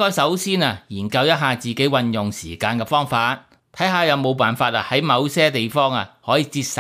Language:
Cantonese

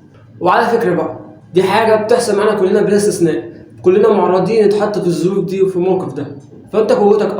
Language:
Egyptian Arabic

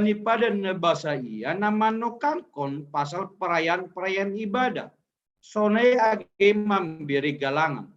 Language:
Batak Simalungun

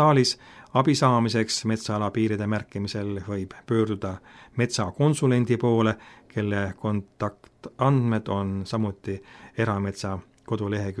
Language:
Estonian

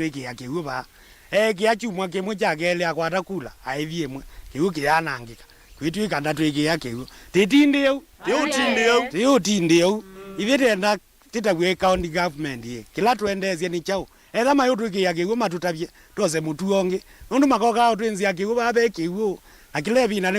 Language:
Kamba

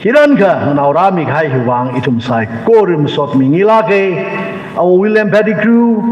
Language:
Tangkhul Naga (India)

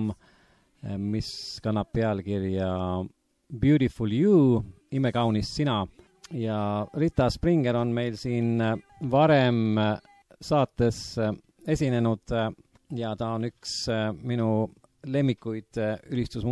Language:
Estonian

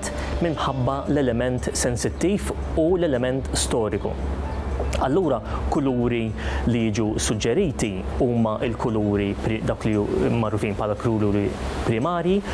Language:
Maltese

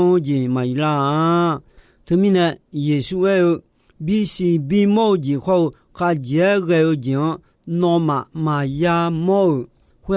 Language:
Akha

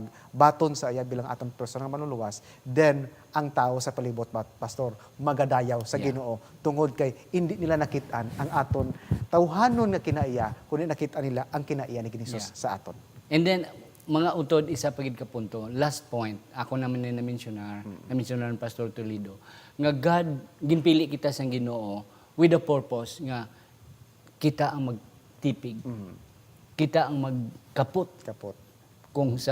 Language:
Hiligaynon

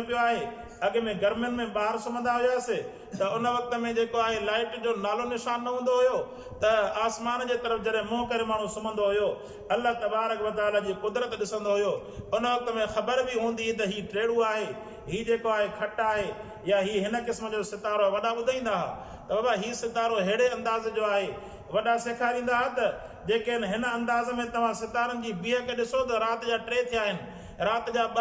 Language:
Sindhi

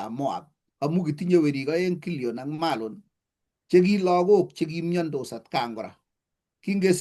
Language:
Kalenjin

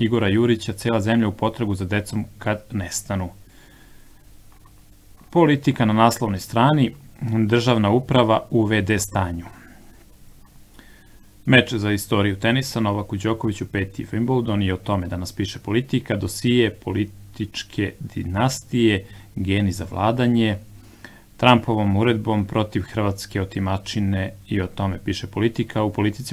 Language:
Serbian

